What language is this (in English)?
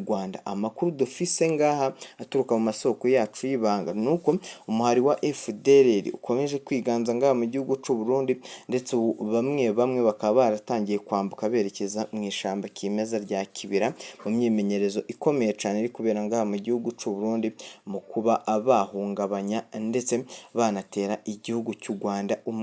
Rundi